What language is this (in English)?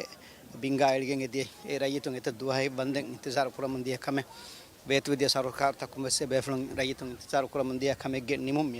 Divehi